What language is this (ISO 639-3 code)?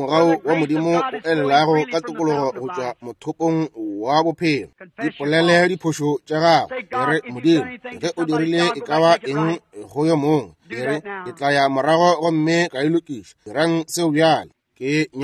nso